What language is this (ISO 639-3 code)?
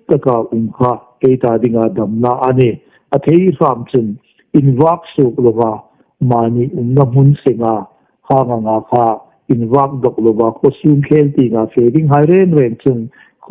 hmr